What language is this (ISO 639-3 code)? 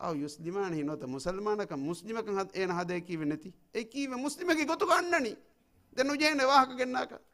div